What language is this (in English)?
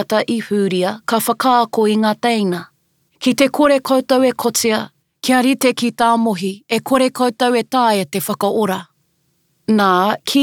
Māori